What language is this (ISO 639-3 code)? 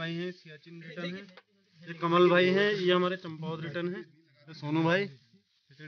hin